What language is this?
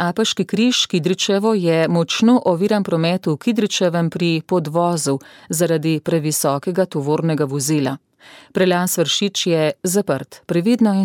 Slovenian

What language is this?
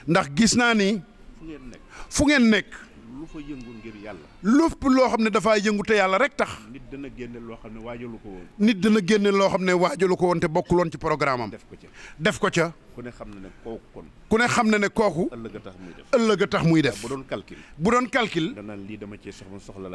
Wolof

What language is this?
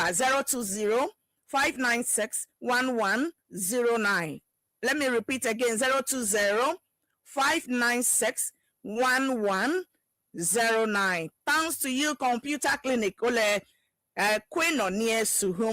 Ewe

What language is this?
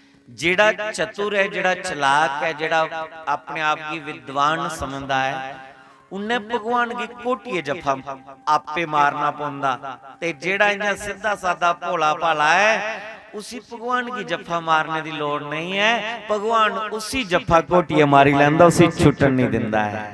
Dogri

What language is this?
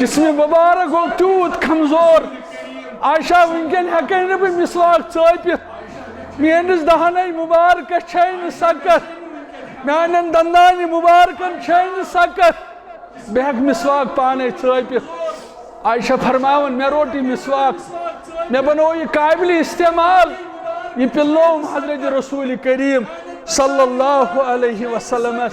Kashmiri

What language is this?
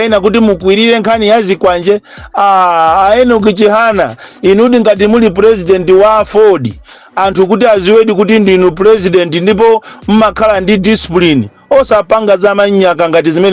Nyanja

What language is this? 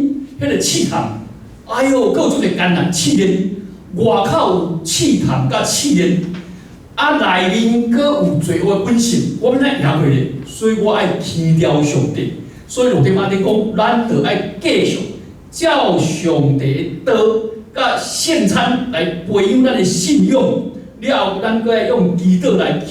Min Nan Chinese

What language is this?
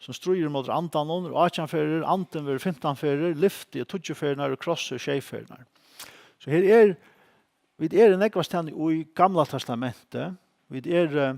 Faroese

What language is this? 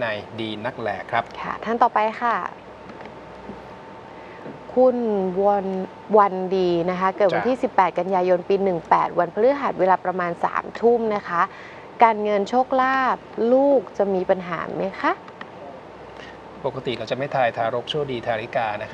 Thai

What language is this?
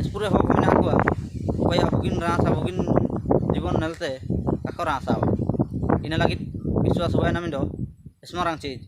Ho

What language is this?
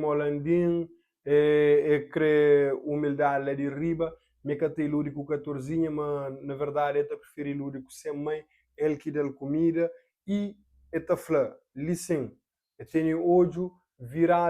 Kabuverdianu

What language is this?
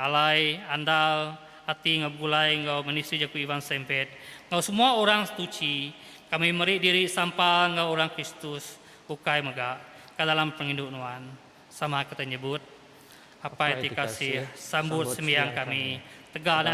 Iban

